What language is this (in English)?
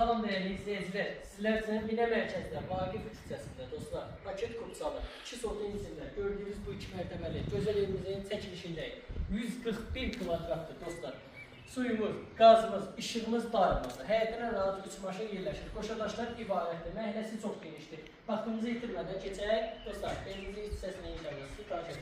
Azerbaijani